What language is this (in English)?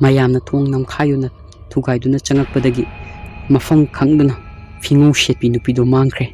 Manipuri